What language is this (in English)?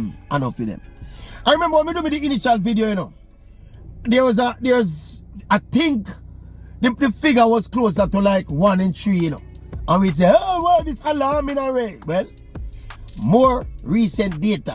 Jamaican Creole English